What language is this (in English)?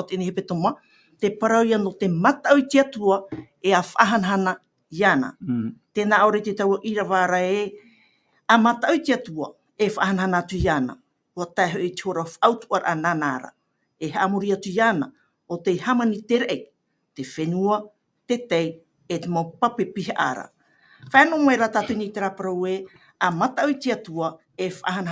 Tahitian